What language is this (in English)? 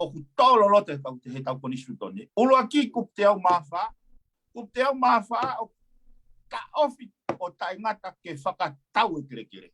Tongan